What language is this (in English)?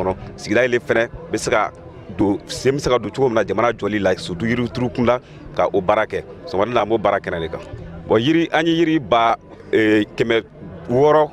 Bambara